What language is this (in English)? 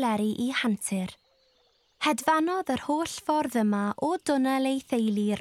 Welsh